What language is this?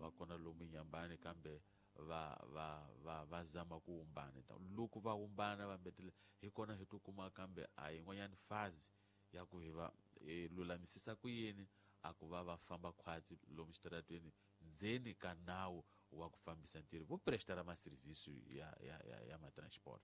Tsonga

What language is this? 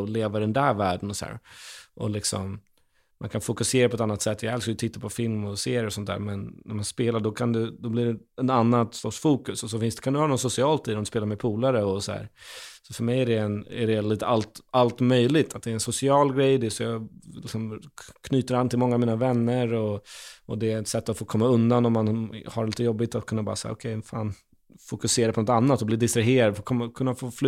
Swedish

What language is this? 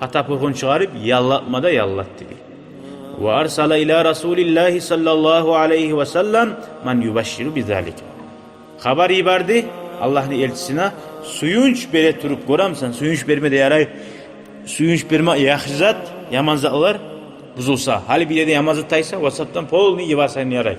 Kumyk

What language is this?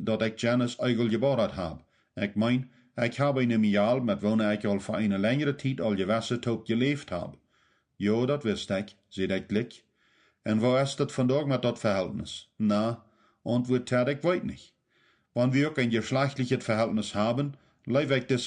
Plautdietsch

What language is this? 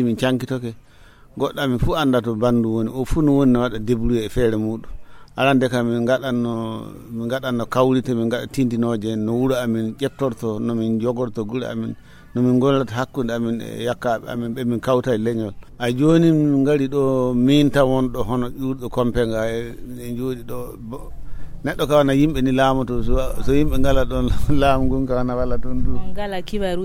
Fula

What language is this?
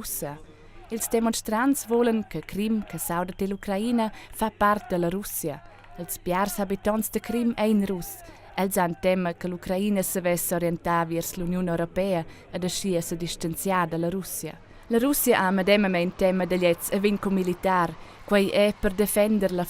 Romansh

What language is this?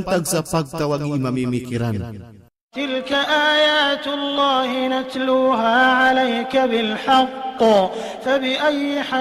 Maranao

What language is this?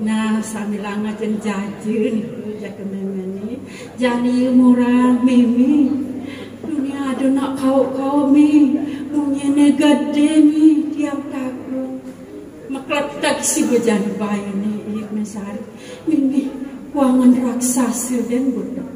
Balinese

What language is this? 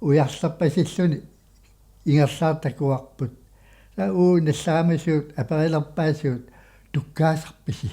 Kalaallisut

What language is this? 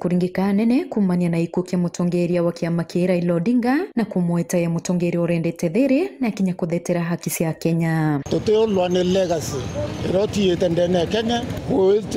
Meru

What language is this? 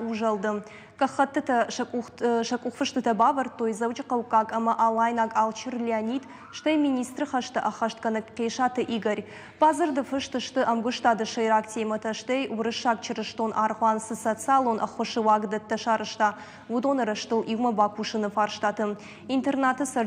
Ossetic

